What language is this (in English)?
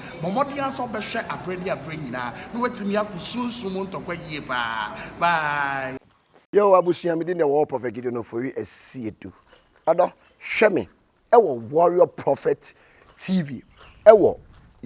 Akan